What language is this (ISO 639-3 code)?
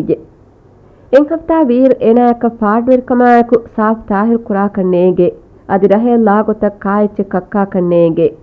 div